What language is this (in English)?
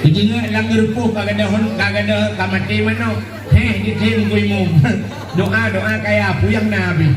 Achinese